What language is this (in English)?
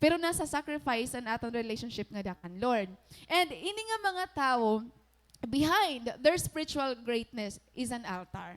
Waray